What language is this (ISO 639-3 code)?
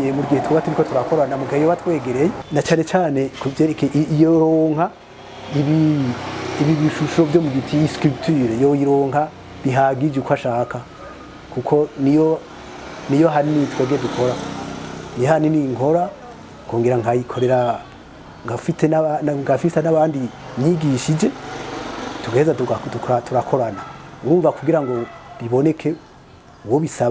run